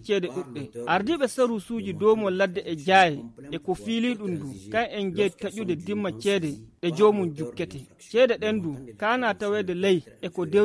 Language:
Fula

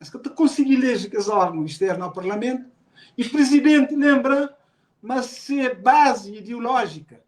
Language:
Kabuverdianu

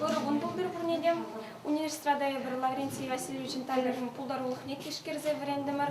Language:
Chuvash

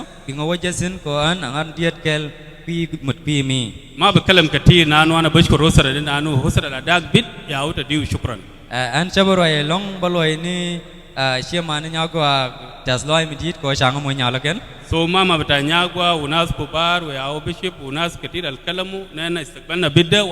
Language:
Nuer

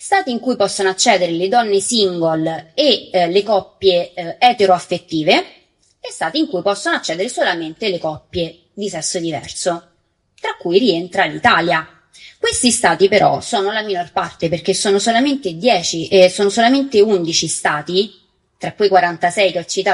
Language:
Italian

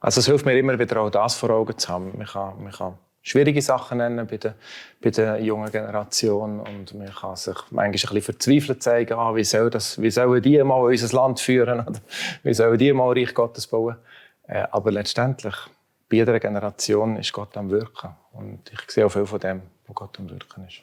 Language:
Swiss German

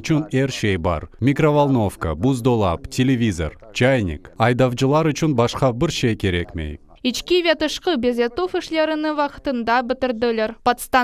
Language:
Crimean Tatar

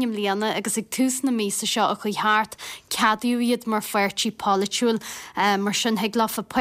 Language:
Irish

